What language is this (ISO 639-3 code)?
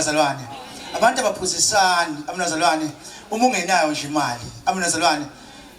zul